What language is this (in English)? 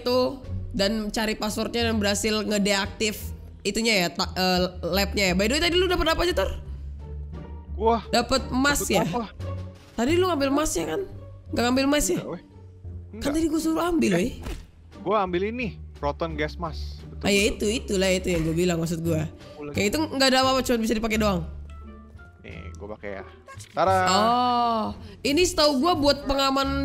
Indonesian